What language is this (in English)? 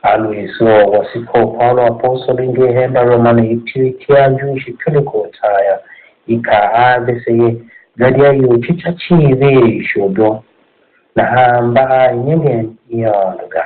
Tiv